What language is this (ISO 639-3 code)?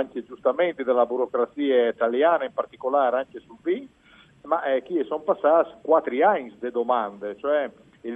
fur